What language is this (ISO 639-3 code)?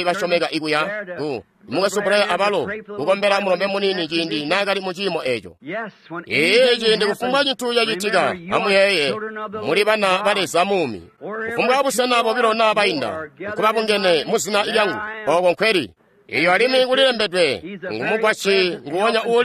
toi